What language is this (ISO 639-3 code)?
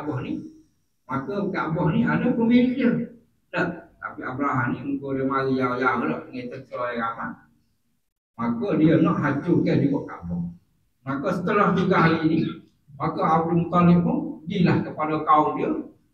msa